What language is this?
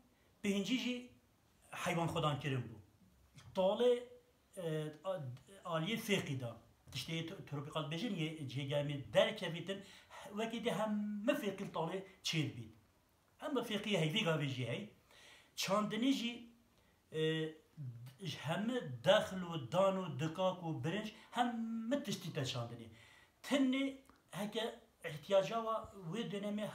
Kurdish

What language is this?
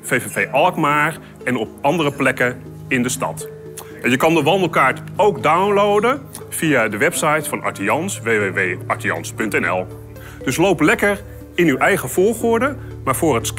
Dutch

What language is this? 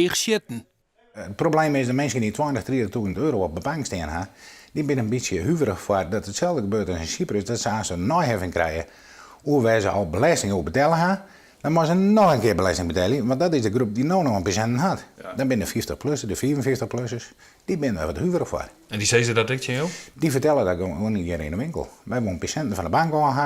Western Frisian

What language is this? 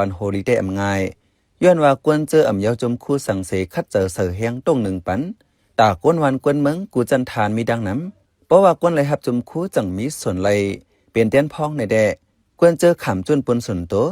Shan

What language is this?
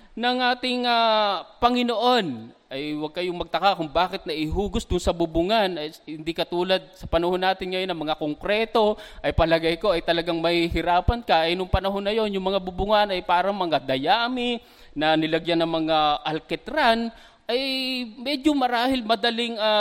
Filipino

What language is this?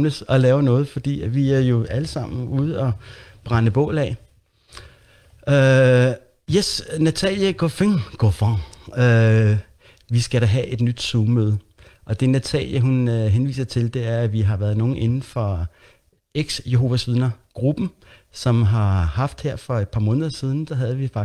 Danish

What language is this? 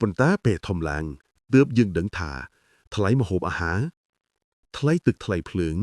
Khmer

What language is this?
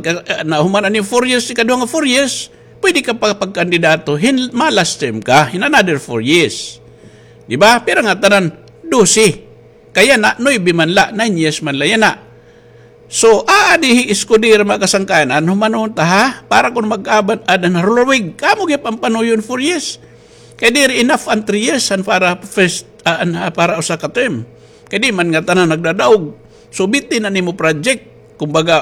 Waray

